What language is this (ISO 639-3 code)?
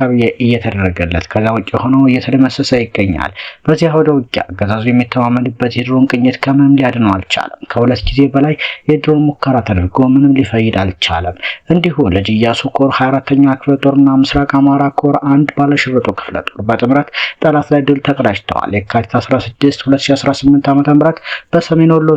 amh